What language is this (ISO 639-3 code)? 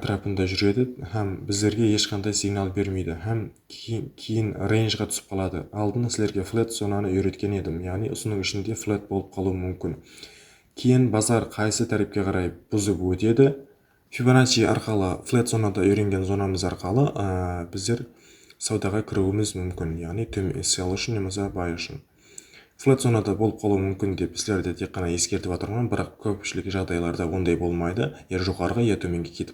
kaa